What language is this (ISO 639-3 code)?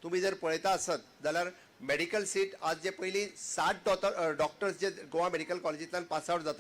kok